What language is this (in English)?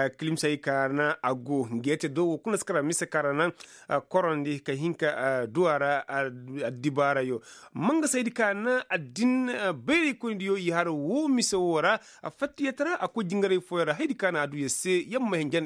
Koyraboro Senni